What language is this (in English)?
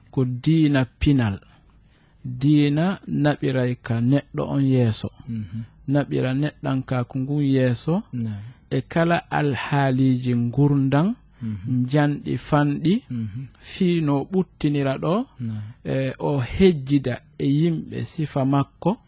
Fula